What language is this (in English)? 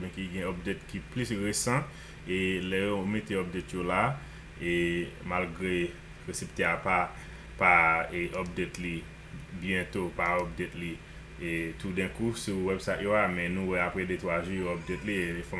Haitian Creole